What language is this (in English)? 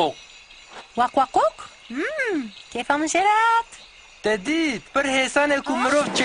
Kurdish